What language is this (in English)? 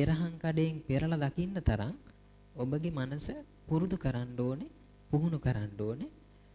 Sinhala